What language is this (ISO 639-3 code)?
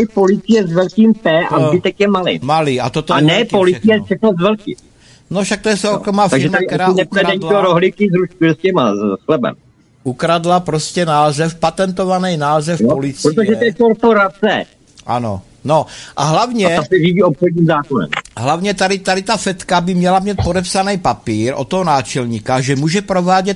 ces